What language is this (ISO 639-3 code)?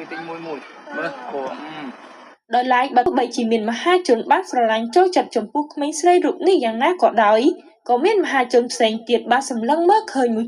khm